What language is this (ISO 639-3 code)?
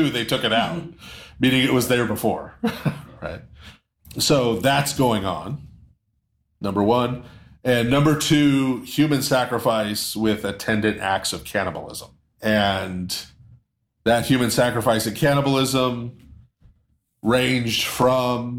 eng